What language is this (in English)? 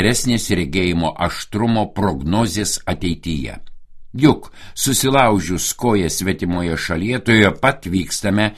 Lithuanian